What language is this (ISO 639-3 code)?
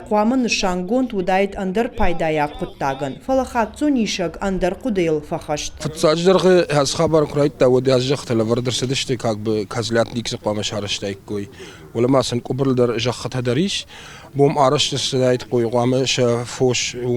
oss